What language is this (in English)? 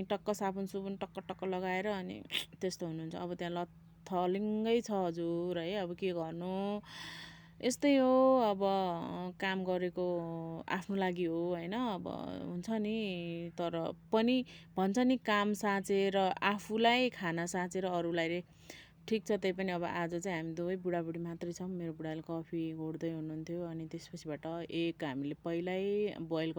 Nepali